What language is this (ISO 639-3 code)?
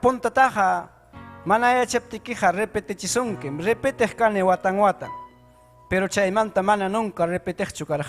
quy